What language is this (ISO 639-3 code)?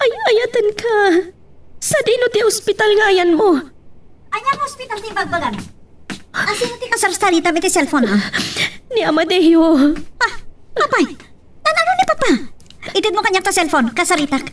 ilo